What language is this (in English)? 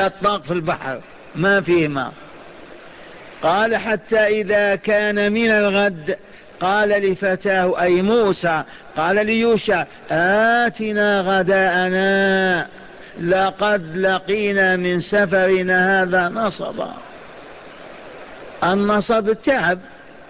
Arabic